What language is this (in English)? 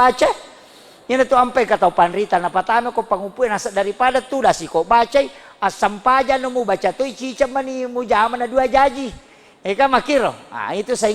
Buginese